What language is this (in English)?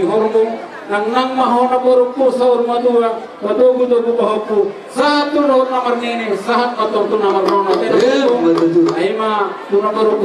Batak Toba